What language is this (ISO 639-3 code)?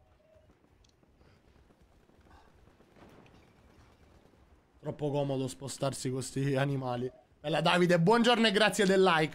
ita